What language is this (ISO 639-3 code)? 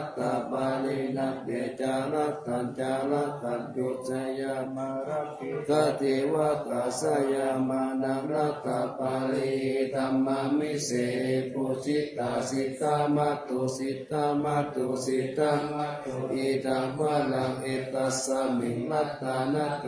pli